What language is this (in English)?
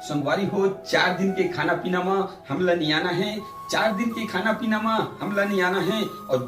Chhattisgarhi